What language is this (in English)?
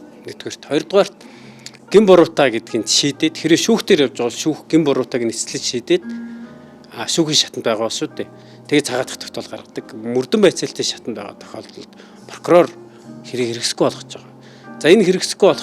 Mongolian